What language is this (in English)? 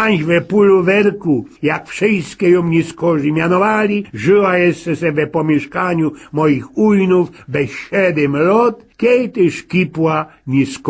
Silesian